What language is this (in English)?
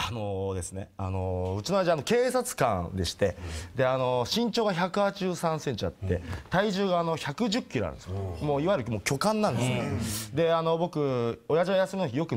Japanese